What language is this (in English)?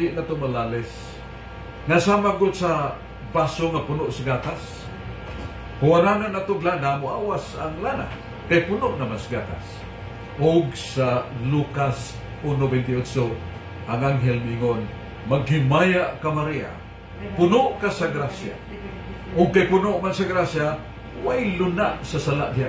Cebuano